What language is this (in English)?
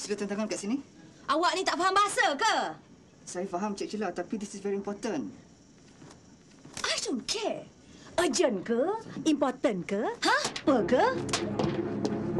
Malay